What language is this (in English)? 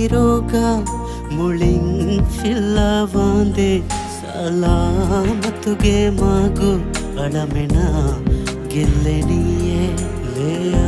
Divehi